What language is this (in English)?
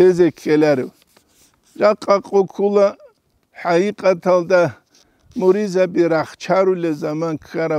Avaric